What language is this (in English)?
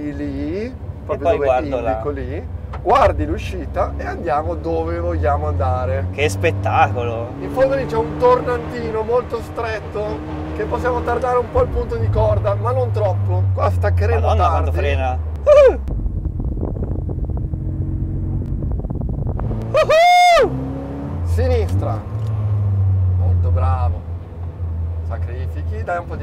Italian